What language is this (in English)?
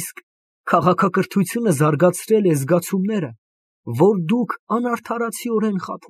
Armenian